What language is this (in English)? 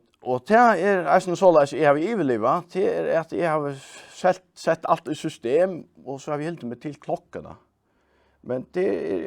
Faroese